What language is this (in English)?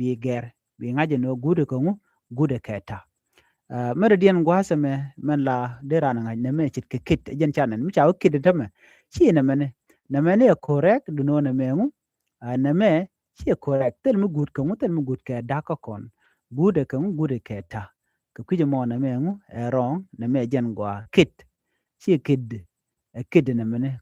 Nuer